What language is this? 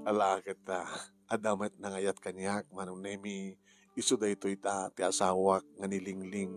Iloko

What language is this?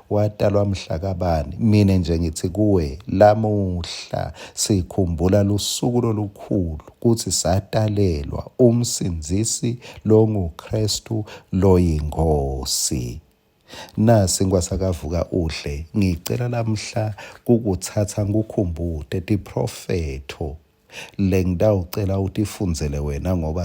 Swati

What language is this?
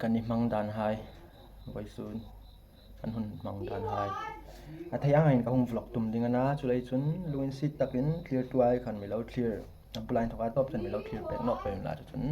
Hmar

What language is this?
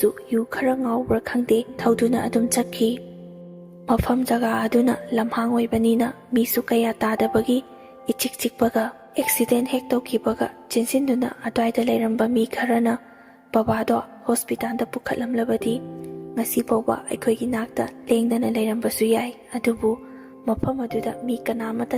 Manipuri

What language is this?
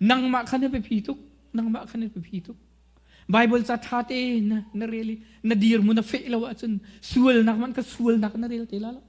Hakha Chin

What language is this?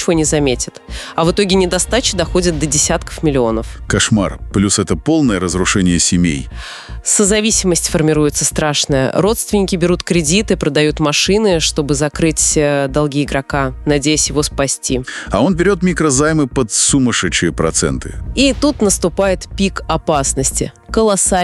Russian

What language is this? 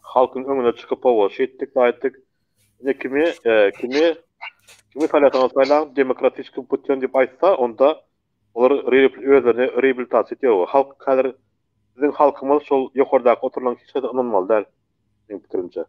Turkmen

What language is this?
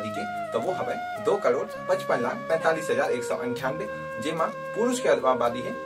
Chhattisgarhi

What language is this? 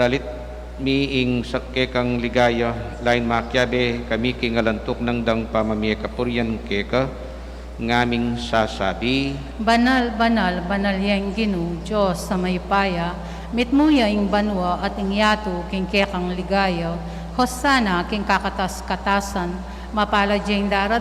Pampanga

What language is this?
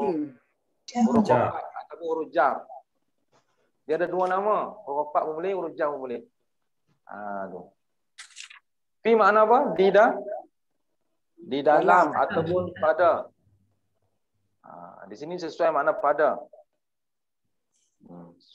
Malay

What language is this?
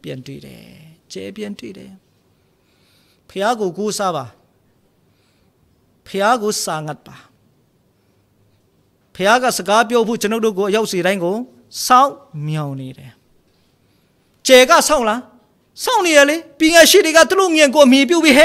Burmese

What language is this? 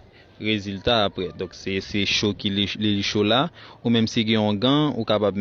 Haitian Creole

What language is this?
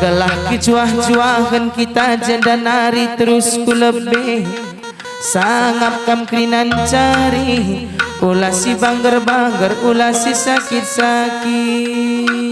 Batak Karo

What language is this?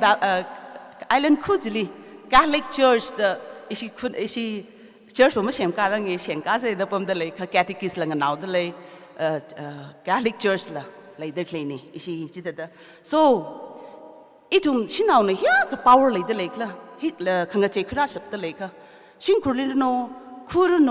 Tangkhul Naga (India)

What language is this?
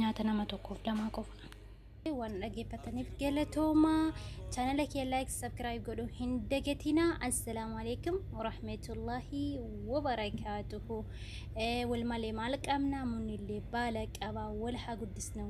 Oromo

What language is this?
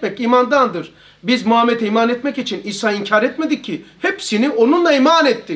Turkish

